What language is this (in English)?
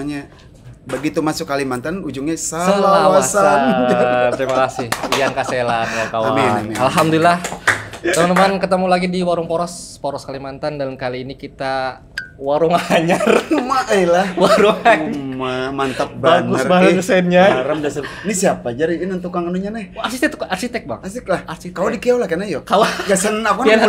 Banjar